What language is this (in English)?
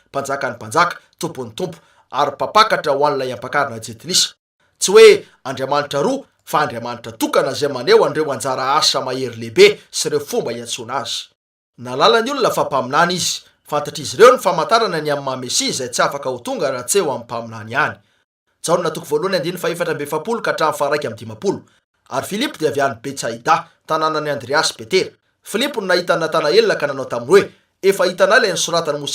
Malagasy